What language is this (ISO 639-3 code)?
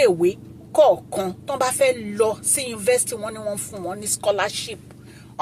yor